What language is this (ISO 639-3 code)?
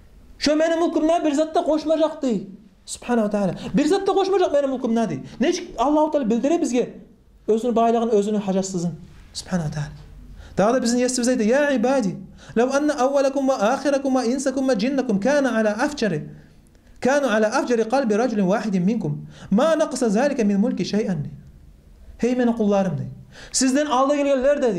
kum